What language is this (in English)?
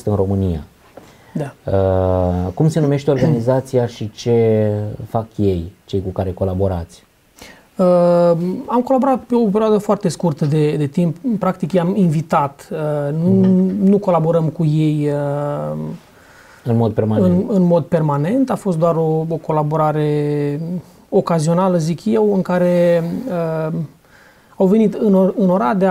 Romanian